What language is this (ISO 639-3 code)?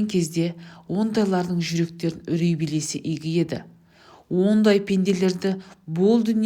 kaz